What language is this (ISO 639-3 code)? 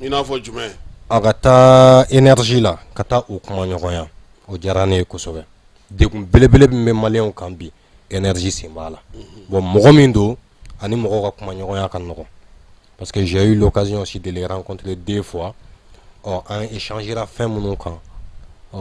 bam